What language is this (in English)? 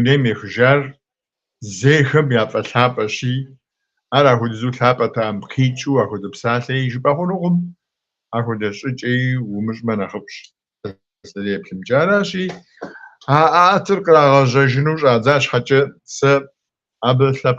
Kabardian